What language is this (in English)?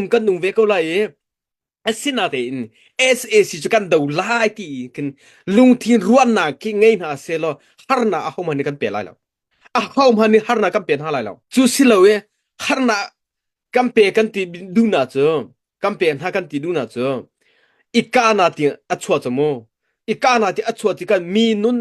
Hakha Chin